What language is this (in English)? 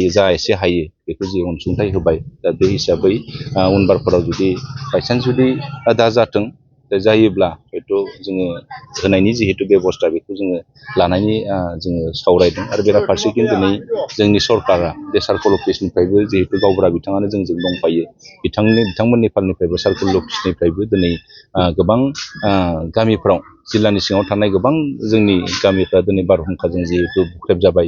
Bodo